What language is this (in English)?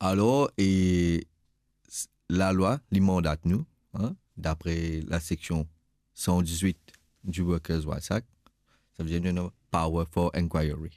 Morisyen